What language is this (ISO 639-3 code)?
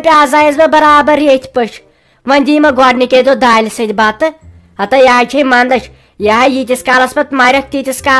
kas